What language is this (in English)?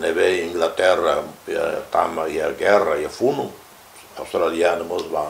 Tetum